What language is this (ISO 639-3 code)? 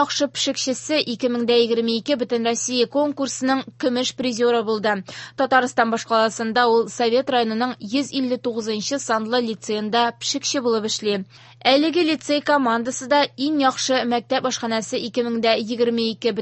tat